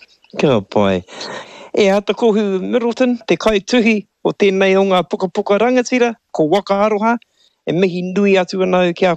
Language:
Māori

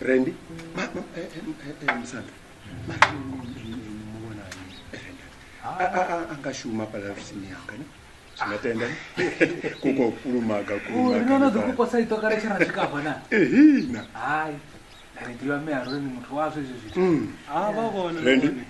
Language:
Venda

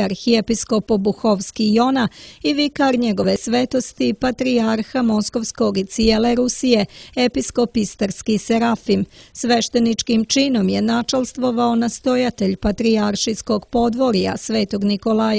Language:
Serbian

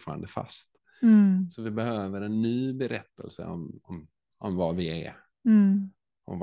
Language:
Swedish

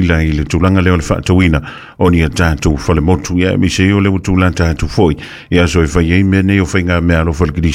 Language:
Samoan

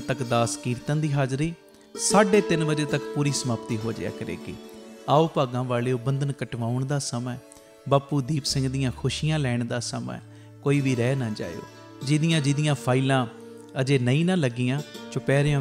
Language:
Punjabi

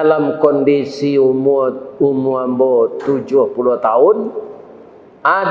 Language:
Minangkabau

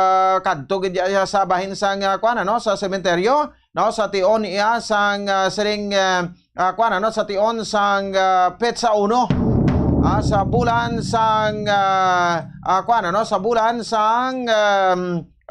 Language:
Hiligaynon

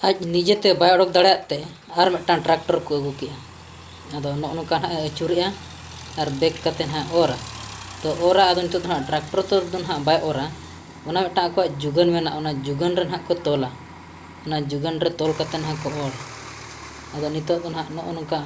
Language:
Santali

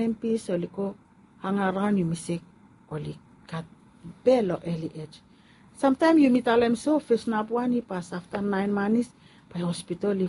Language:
Bislama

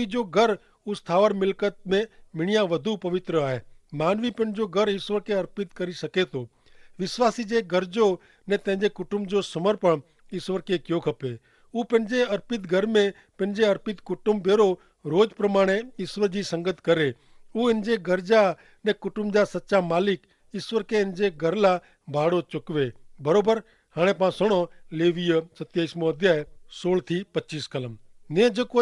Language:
Kachhi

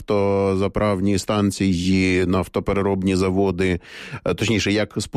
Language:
Ukrainian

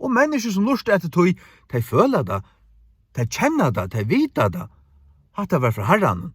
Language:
Faroese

